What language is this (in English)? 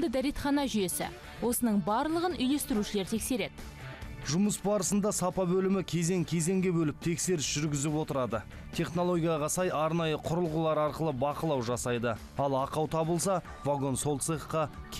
Kazakh